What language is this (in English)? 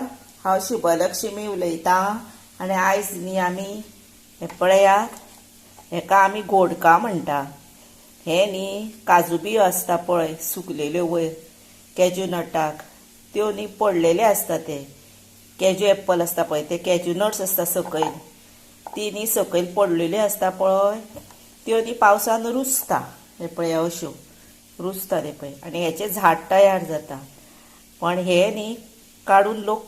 Konkani